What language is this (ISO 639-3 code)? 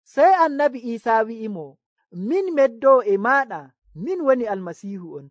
fuv